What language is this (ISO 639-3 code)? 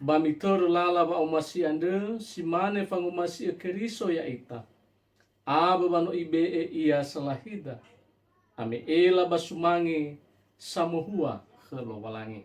nia